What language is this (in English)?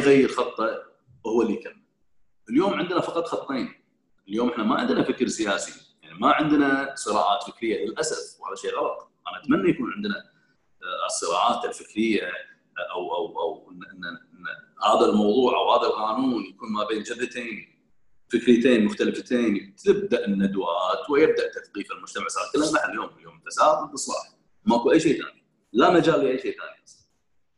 Gulf Arabic